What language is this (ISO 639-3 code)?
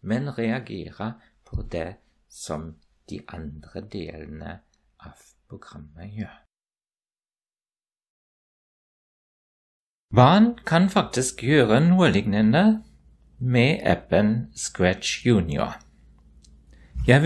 nor